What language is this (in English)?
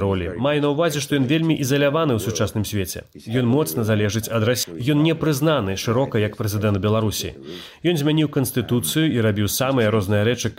Belarusian